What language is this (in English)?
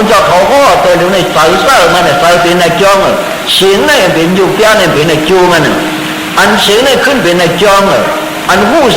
Shan